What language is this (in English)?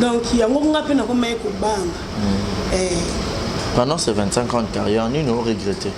Lingala